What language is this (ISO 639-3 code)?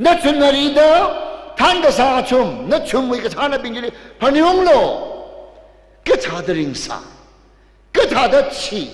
nmf